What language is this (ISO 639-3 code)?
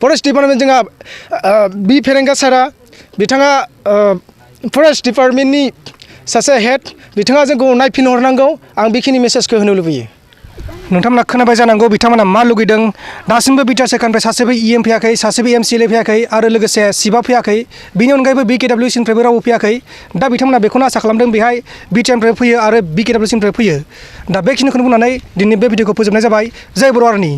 brx